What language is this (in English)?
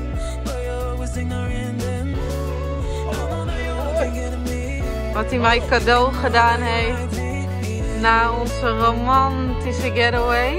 Dutch